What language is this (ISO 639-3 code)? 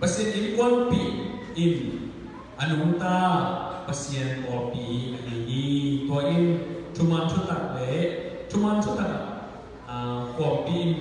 ctd